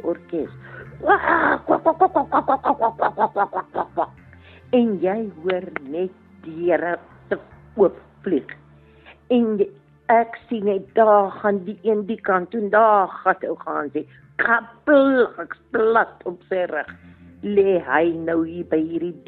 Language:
Afrikaans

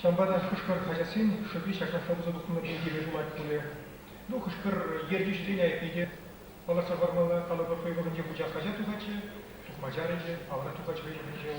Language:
Chuvash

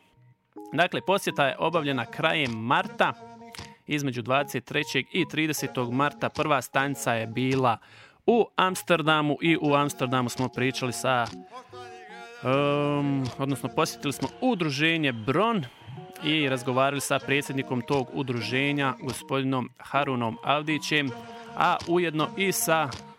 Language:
Bosnian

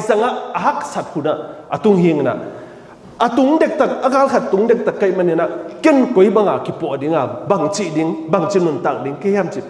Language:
Tedim Chin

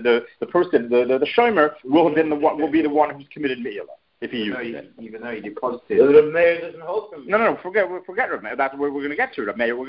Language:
English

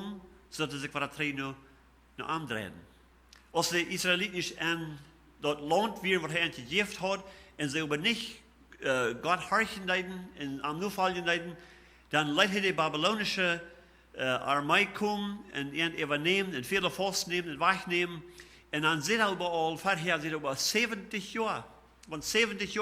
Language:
Plautdietsch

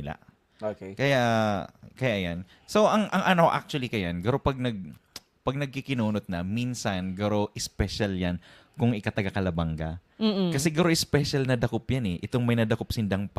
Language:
Bikol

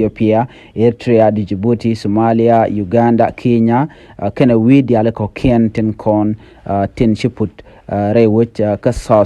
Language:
Nuer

